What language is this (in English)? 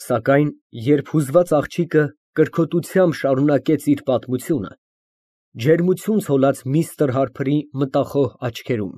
Armenian